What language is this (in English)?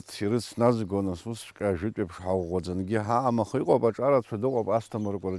Abkhazian